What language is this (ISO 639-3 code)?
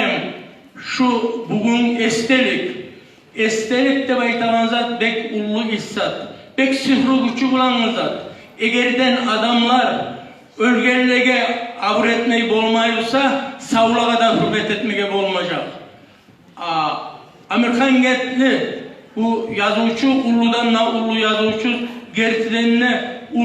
kum